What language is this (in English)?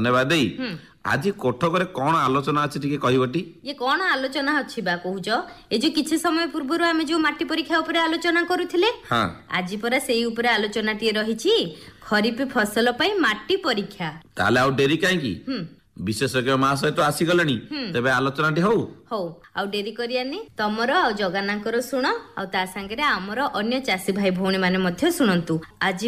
Odia